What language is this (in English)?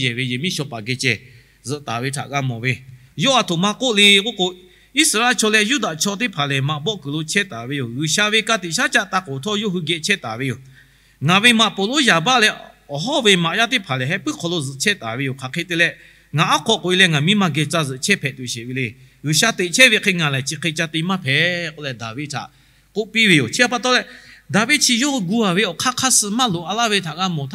Lahu